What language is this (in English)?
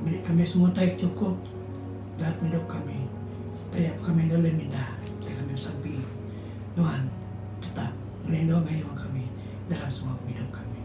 Iban